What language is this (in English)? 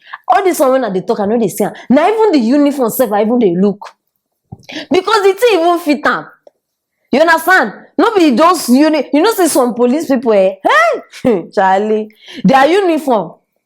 Nigerian Pidgin